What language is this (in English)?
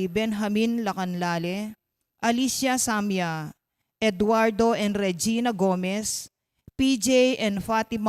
Pampanga